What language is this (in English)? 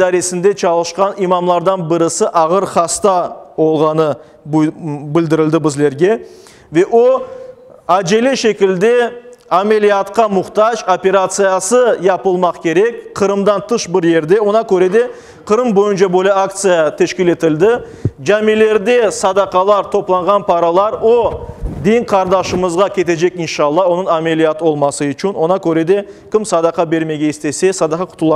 Crimean Tatar